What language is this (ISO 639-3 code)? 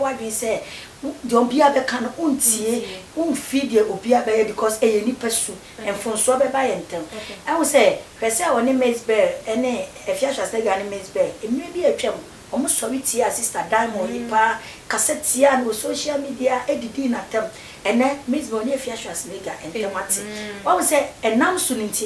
aka